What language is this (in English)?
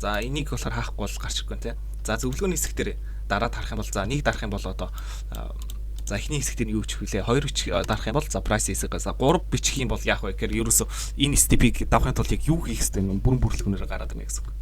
Mongolian